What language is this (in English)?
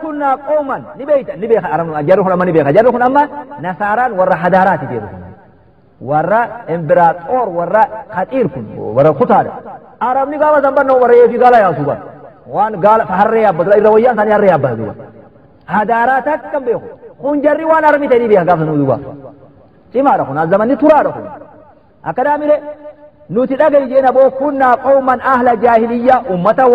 Oromo